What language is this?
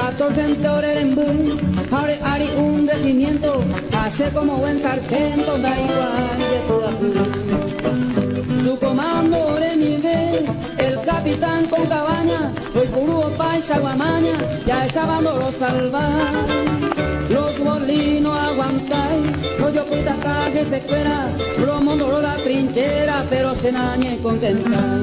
Guarani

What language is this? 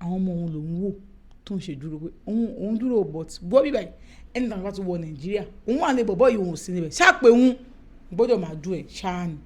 Yoruba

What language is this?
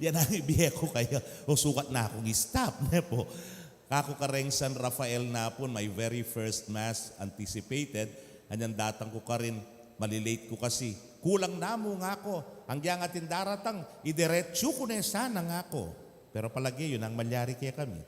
Pampanga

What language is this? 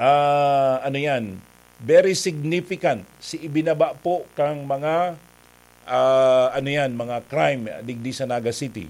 Bikol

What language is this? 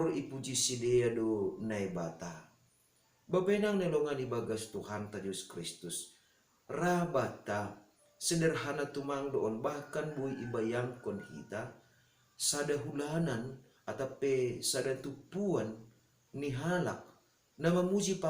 Batak Simalungun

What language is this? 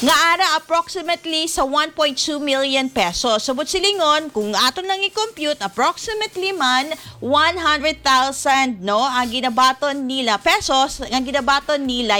Hiligaynon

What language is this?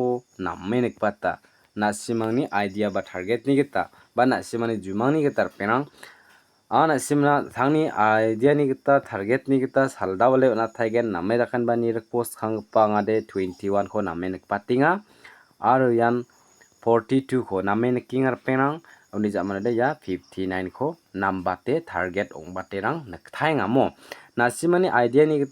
Garo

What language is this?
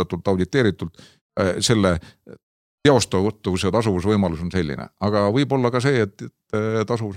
Estonian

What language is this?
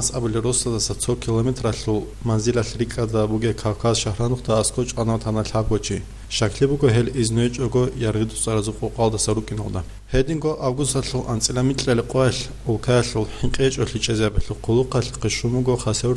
Avaric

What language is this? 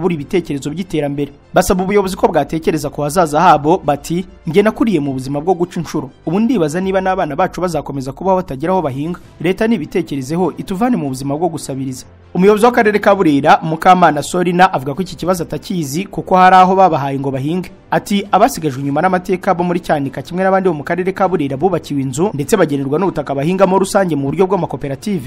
Kinyarwanda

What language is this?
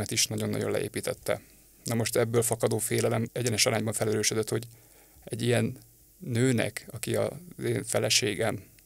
Hungarian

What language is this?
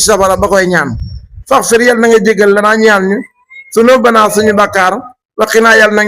Wolof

